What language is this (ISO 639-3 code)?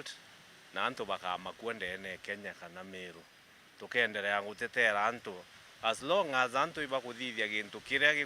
mer